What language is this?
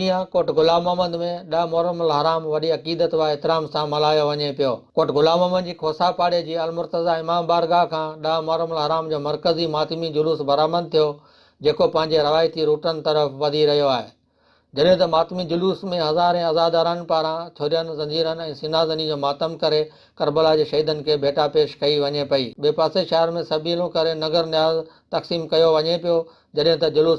Sindhi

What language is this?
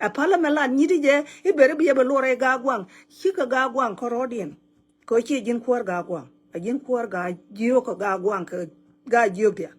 Nuer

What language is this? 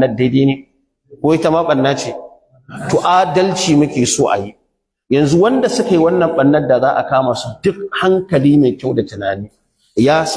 Hausa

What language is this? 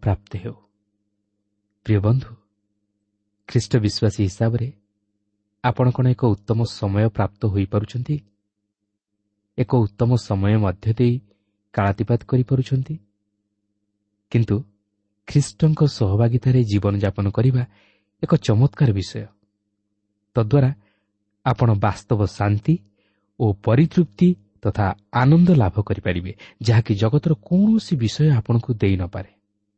Odia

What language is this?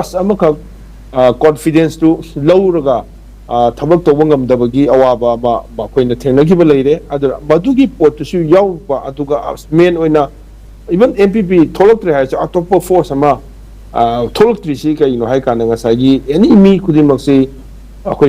Manipuri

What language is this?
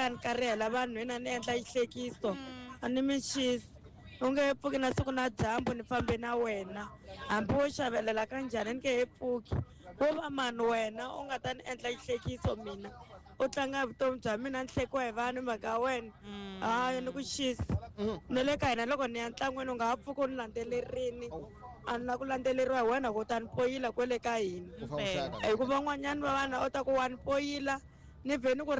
Tsonga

